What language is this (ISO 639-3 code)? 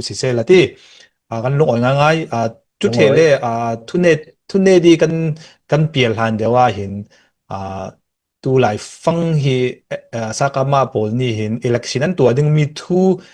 cfm